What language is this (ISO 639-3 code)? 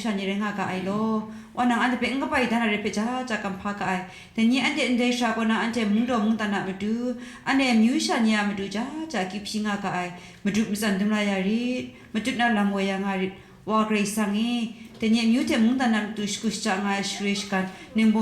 kac